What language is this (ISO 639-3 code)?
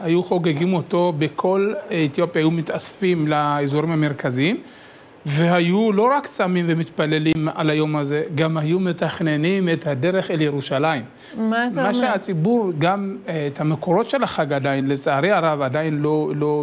heb